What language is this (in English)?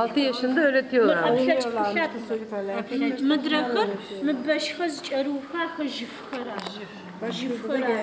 Adyghe